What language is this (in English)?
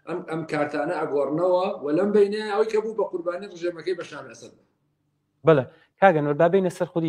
Central Kurdish